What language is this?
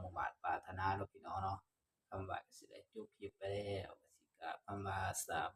Northeastern Thai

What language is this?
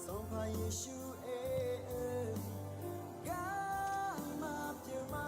Akha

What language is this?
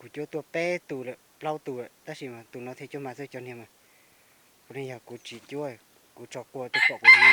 Hmong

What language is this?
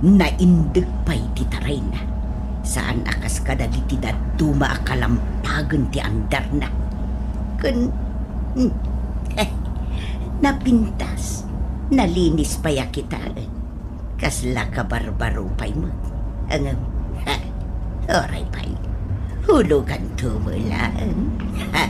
Iloko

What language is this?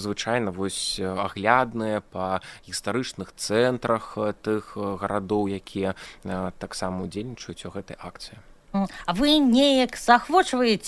Belarusian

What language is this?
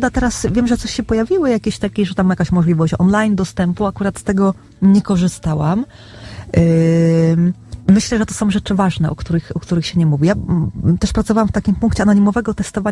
Polish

